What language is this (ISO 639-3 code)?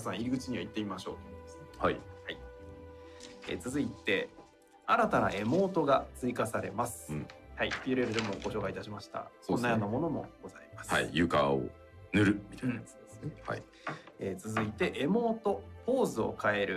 jpn